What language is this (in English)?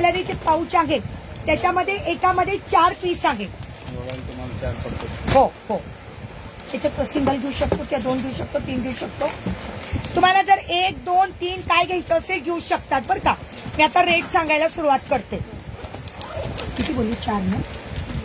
Marathi